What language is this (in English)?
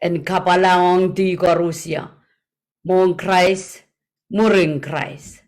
Pohnpeian